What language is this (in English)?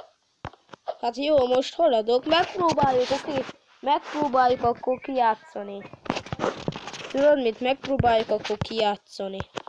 Hungarian